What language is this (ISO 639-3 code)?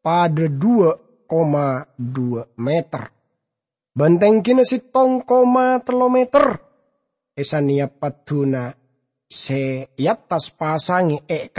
mad